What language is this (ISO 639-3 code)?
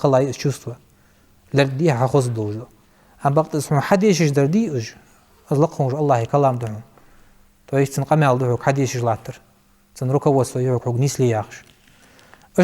inh